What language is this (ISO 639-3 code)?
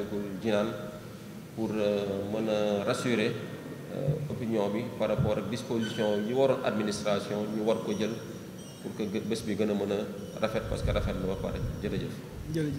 wol